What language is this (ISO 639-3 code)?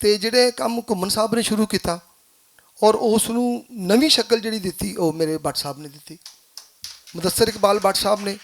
lah